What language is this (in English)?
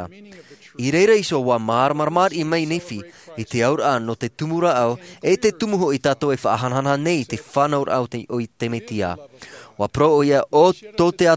Tahitian